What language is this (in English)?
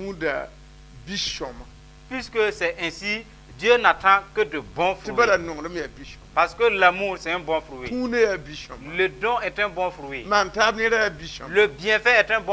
Mossi